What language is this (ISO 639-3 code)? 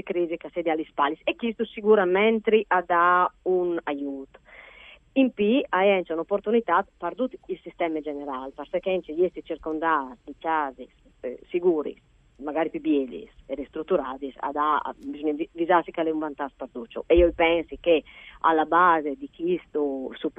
fur